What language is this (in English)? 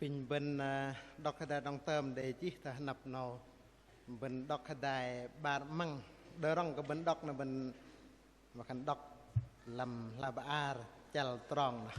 Bahnar